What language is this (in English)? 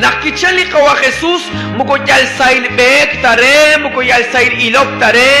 Kekchí